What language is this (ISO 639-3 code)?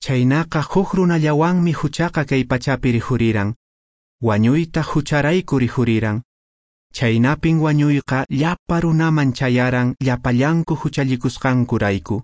que